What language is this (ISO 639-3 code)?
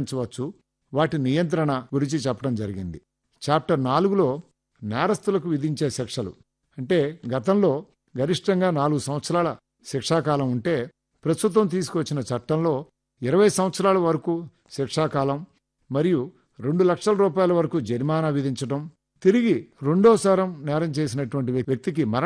tel